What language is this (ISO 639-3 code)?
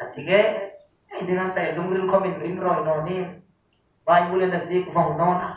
hmr